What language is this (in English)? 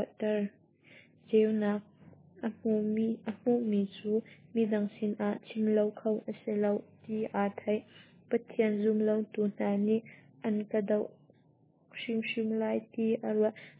Hakha Chin